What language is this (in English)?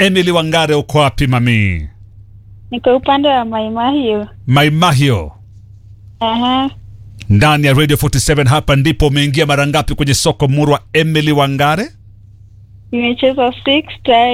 Swahili